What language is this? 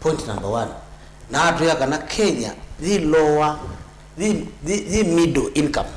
Kamba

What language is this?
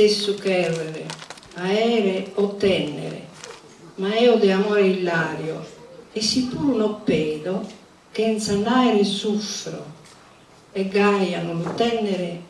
Sardinian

